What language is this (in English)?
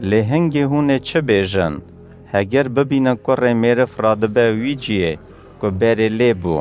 Kurdish